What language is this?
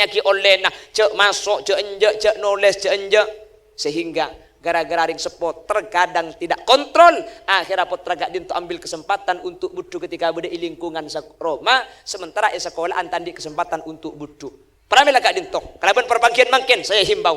Madurese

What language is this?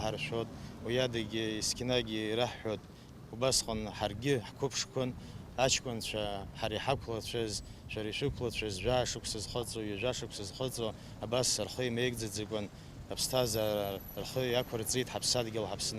Abkhazian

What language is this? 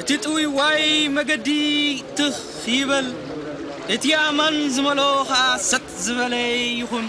Tigrinya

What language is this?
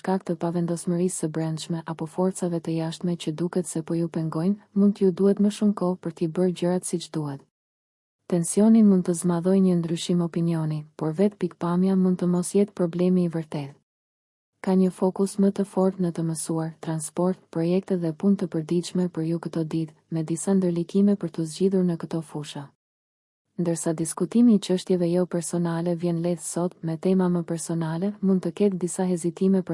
Albanian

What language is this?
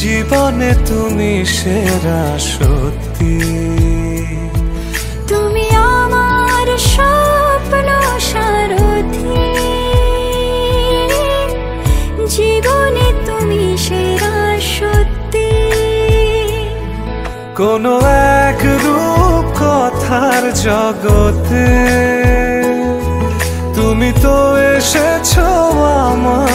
Bangla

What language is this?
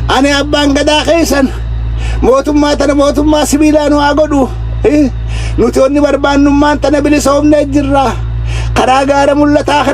Oromo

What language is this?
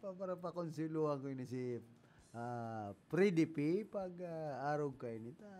Bikol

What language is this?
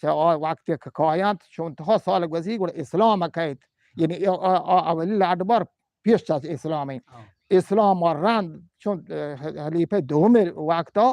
Eastern Balochi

